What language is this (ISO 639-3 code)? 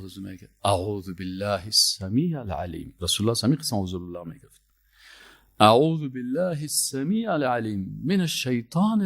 fas